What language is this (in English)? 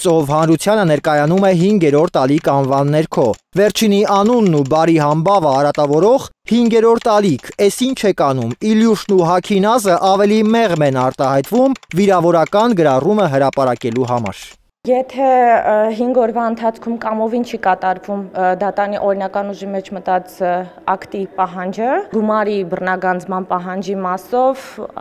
Armenian